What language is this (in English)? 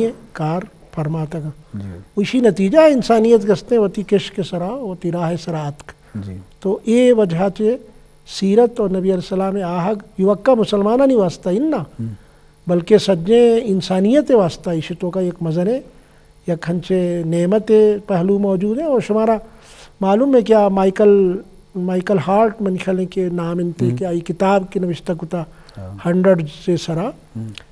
Eastern Balochi